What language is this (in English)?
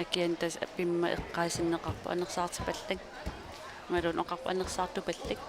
Kalaallisut